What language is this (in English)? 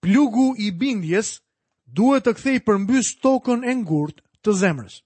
Albanian